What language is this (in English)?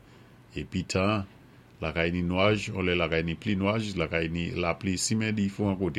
Saint Lucian Creole French